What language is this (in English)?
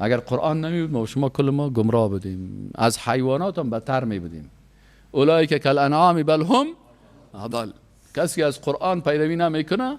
Persian